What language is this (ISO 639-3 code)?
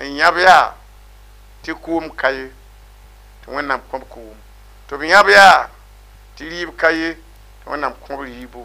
mos